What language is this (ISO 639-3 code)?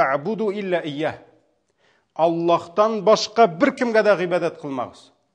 tat